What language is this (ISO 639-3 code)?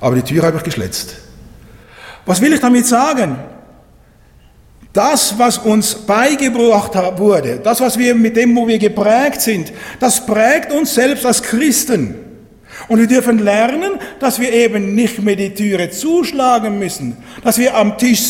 deu